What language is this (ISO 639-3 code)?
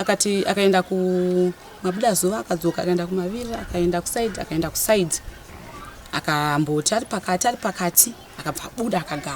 sna